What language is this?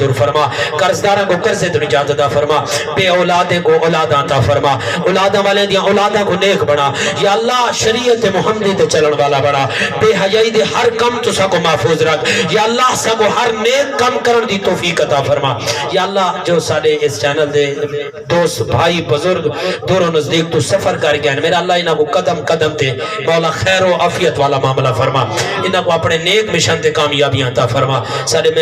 Saraiki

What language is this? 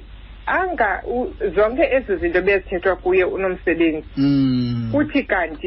Xhosa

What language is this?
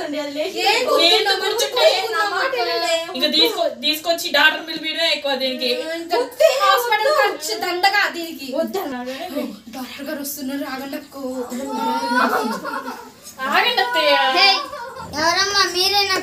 Telugu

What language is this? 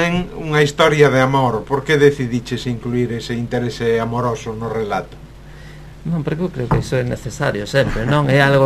Galician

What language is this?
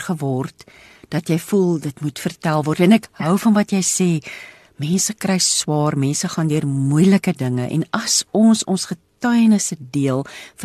Afrikaans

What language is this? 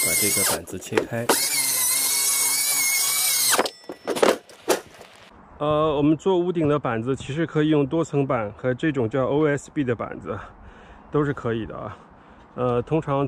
Chinese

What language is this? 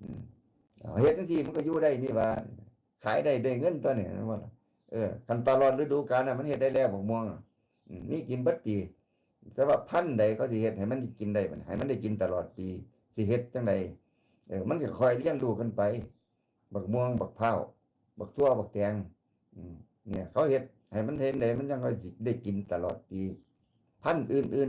Northeastern Thai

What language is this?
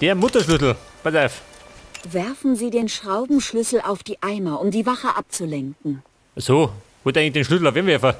Bavarian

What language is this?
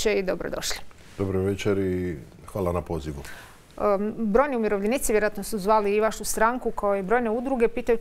Croatian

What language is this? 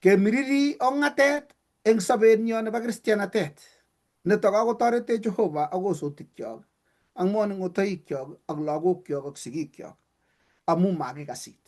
Kalenjin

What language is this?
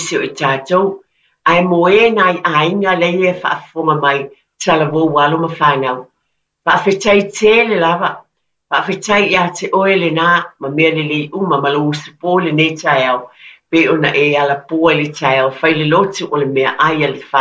Samoan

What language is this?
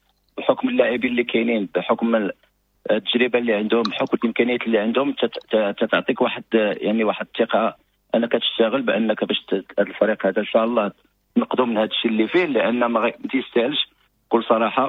Moroccan Arabic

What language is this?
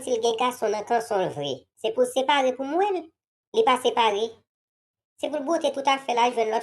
Haitian Creole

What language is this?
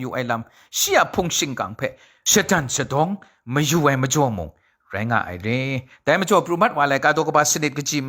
Kachin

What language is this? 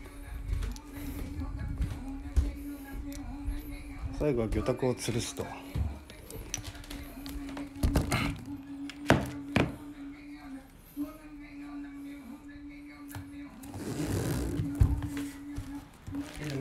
Japanese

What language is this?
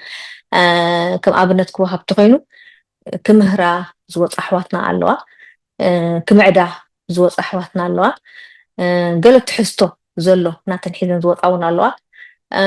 Tigrinya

